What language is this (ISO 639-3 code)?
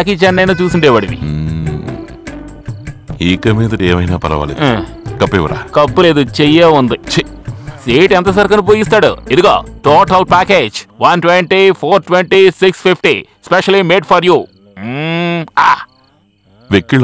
tel